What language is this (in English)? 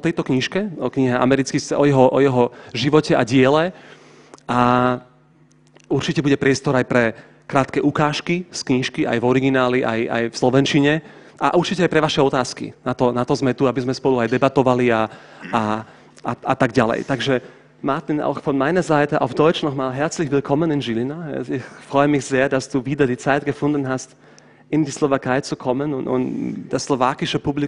Slovak